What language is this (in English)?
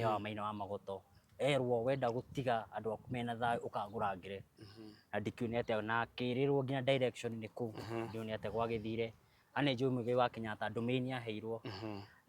Kikuyu